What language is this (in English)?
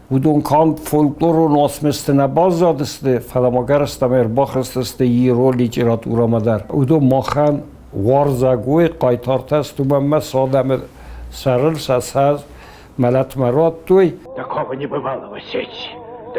Ossetic